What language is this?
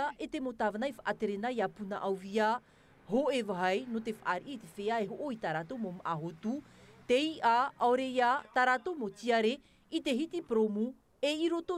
Tahitian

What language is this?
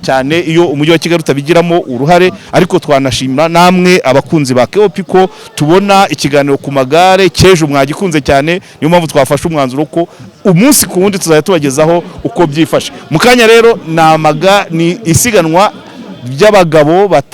Kinyarwanda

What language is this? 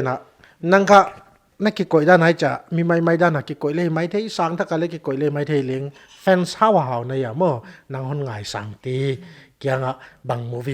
Paite Chin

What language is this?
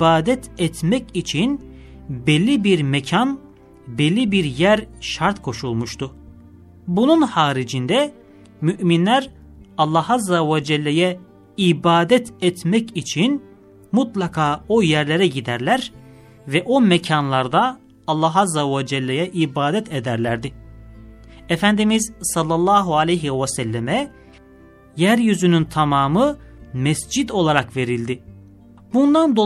Turkish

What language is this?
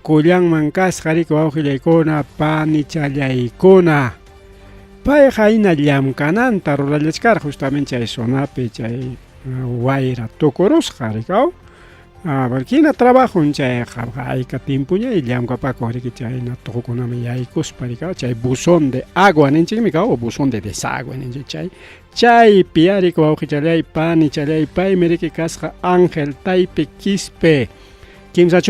Ayacucho Quechua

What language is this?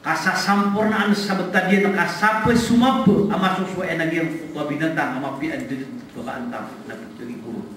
Maranao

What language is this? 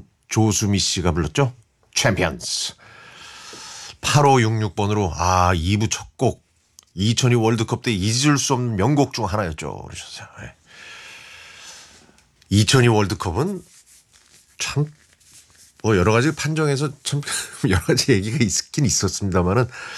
Korean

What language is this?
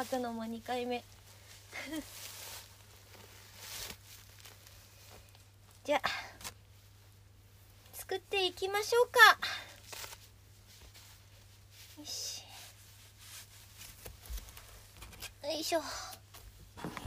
Japanese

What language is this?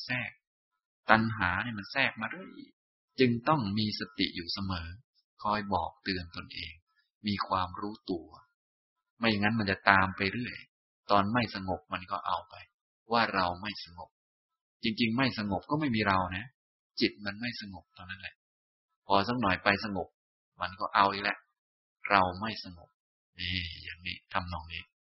Thai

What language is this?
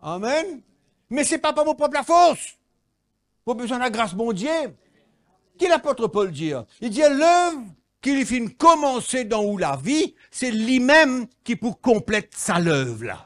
Morisyen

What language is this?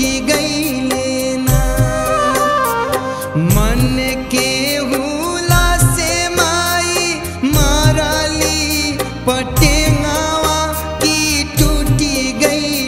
Bhojpuri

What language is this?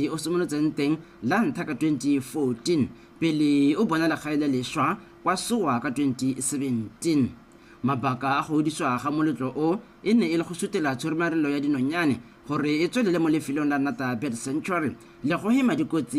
Tswana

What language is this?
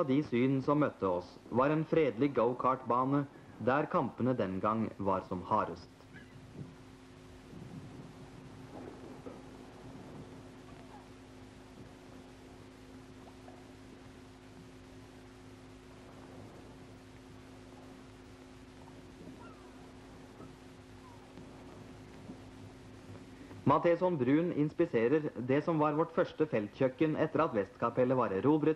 Norwegian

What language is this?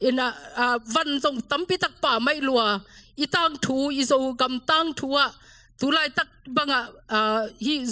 Tedim Chin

